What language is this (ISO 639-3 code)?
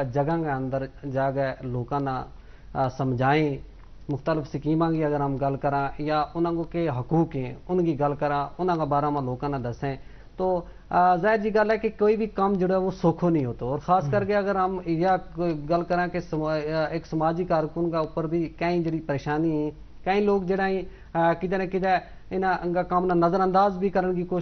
gju